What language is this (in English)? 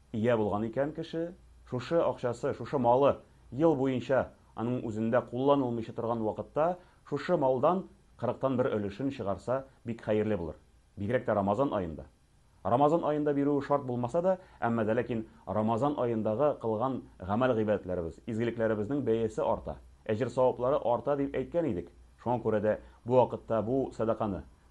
Tatar